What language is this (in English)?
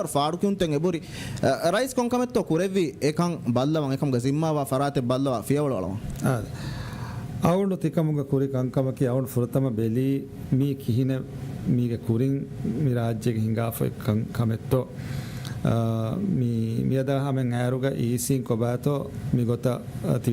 Divehi